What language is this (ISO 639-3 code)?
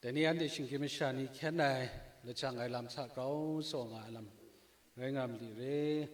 kac